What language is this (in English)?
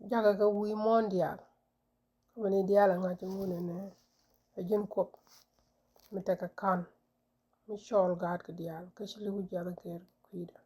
Nuer